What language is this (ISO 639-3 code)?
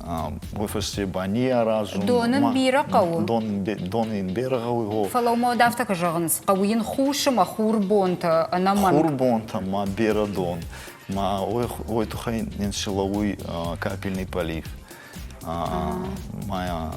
oss